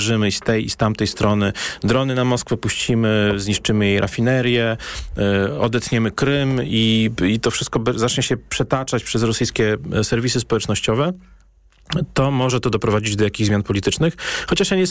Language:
Polish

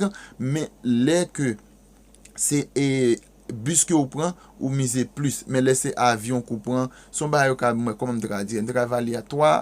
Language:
Haitian Creole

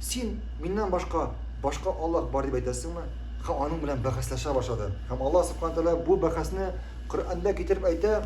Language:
Tatar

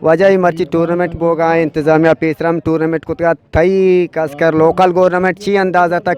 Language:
Eastern Balochi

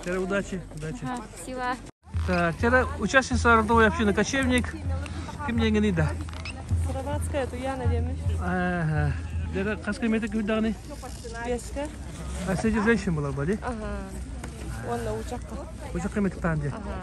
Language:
Yakut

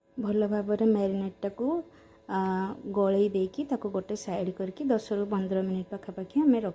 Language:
Odia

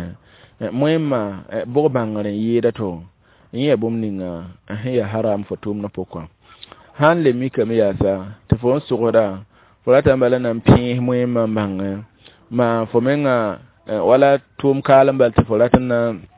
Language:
Mossi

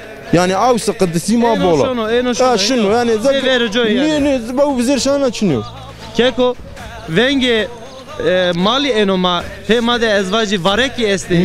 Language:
Zaza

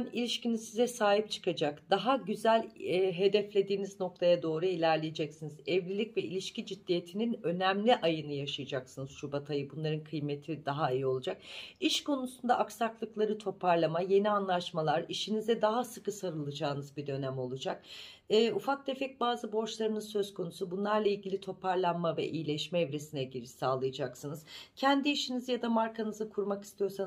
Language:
Turkish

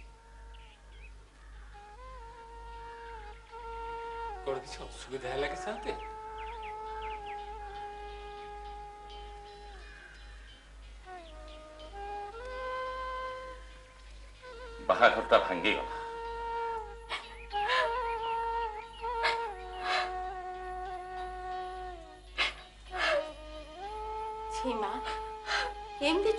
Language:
Odia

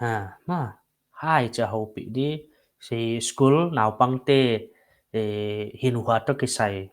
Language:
Paite Chin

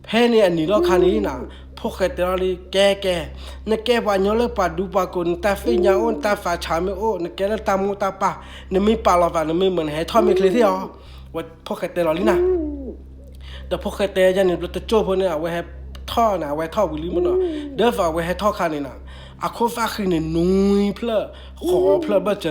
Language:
S'gaw Karen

